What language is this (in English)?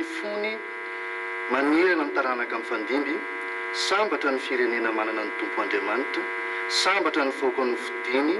Malagasy